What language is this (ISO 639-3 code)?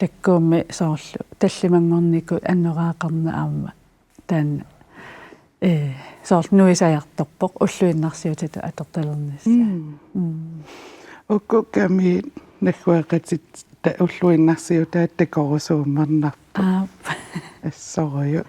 kal